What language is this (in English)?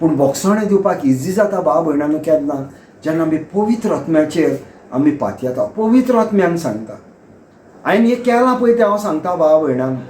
Konkani